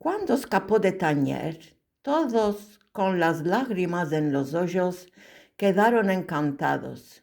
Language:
Ladino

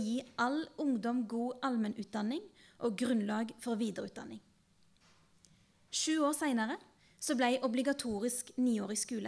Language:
Norwegian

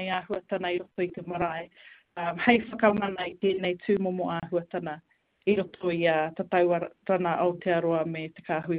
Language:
Māori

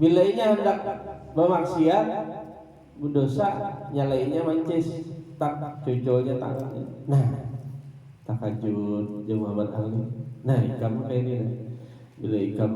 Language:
Banjar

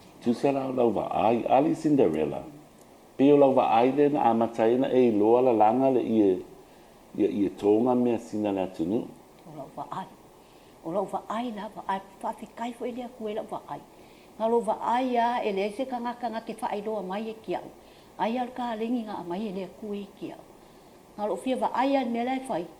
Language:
Samoan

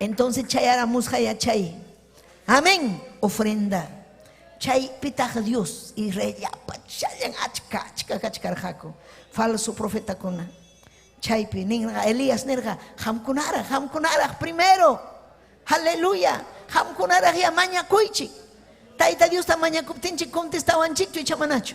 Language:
Ayacucho Quechua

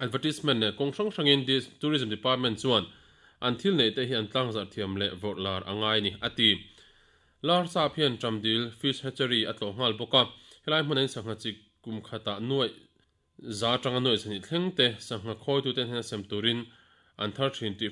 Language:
Mizo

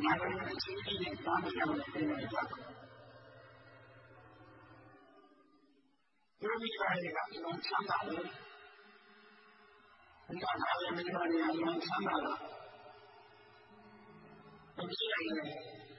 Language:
Burmese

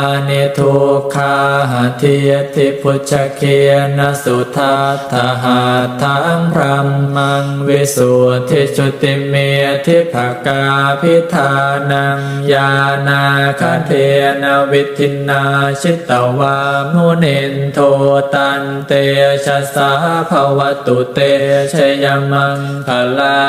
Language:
Pali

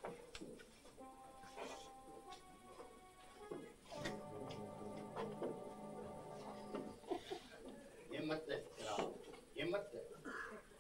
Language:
Czech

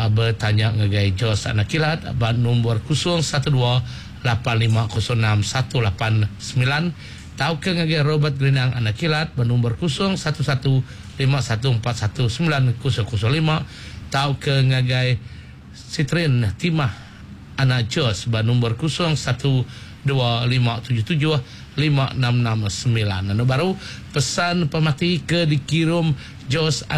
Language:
Iban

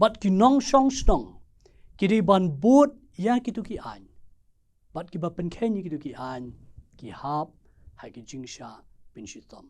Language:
Khasi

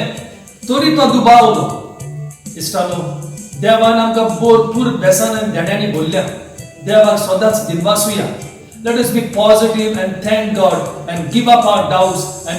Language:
Konkani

